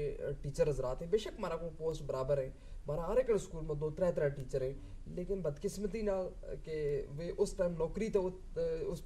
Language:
Gujari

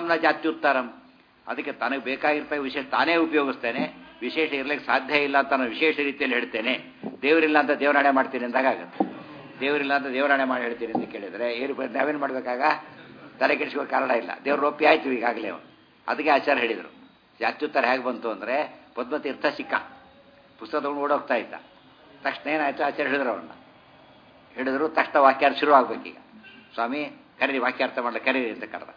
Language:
Kannada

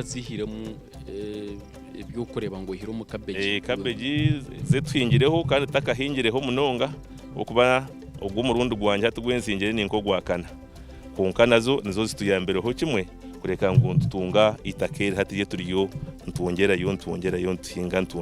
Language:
Nyankole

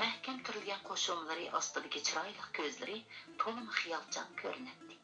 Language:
Uyghur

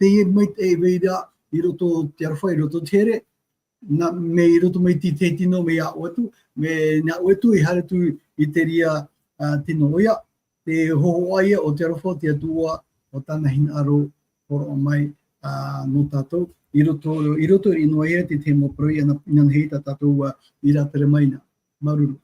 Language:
Tahitian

